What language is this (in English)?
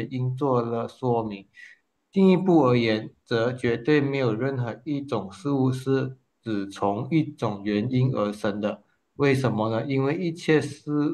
Chinese